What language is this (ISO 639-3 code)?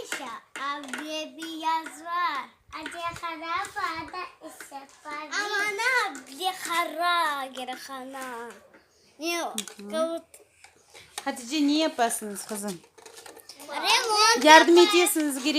crh